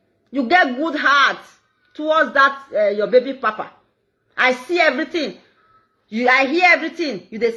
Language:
Nigerian Pidgin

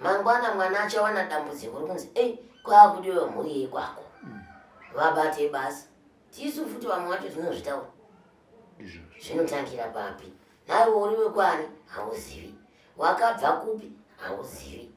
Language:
Shona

